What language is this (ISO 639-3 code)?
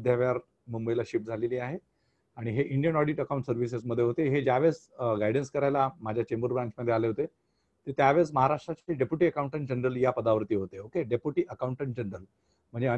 mar